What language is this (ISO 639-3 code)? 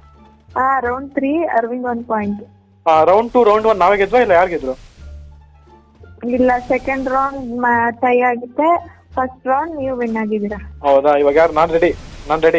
kan